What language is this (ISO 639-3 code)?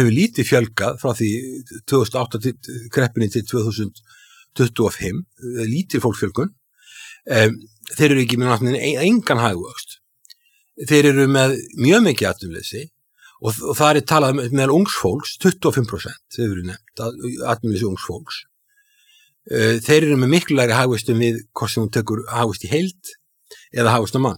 isl